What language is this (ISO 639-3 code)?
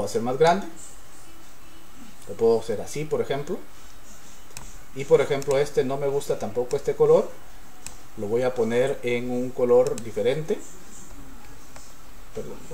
spa